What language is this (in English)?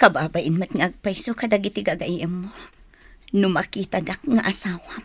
Iloko